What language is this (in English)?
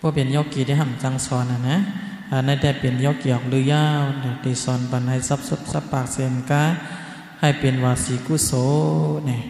Shan